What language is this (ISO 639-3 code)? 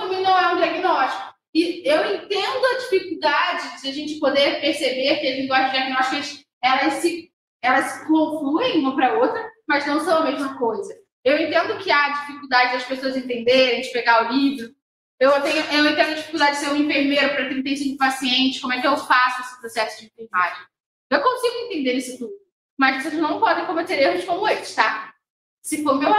por